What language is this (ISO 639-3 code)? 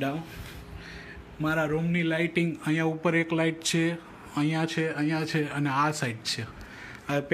guj